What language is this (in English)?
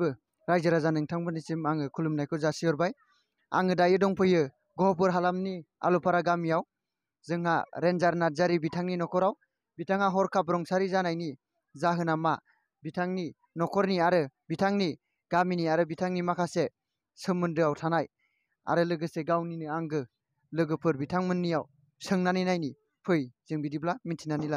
Bodo